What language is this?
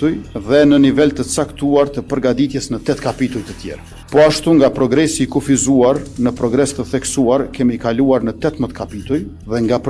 Albanian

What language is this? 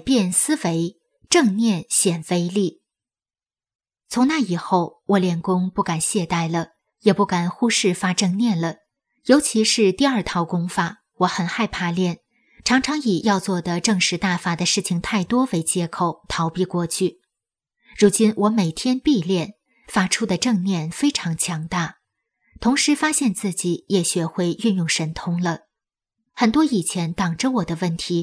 Chinese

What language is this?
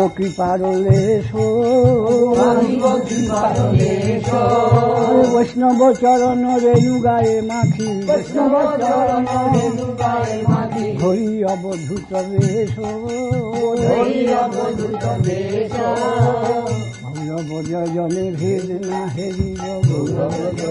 Bangla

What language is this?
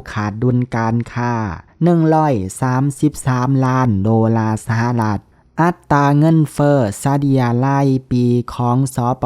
Lao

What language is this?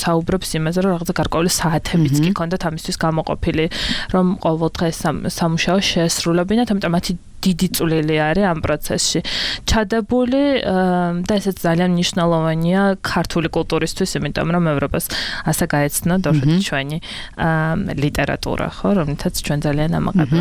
Georgian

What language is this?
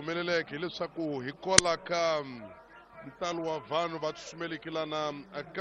Tsonga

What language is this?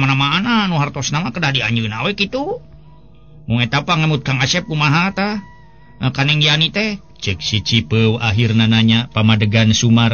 Sundanese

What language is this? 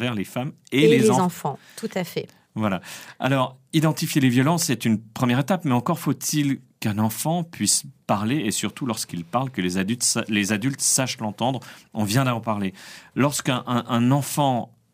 French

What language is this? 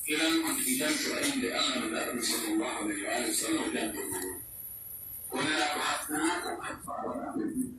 Pular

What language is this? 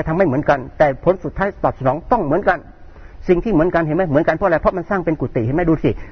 Thai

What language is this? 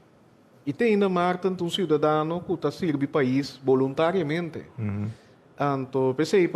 Papiamento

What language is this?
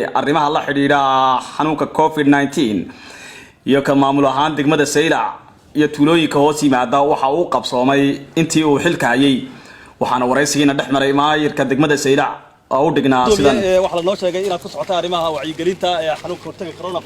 Somali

